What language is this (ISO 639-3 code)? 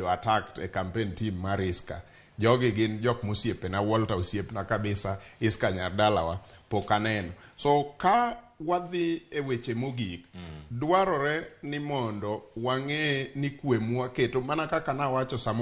luo